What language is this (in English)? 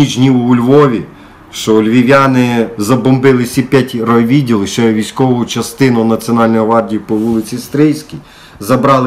Ukrainian